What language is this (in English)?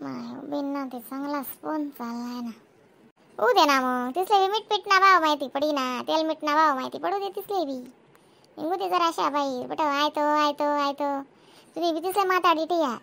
Khandesi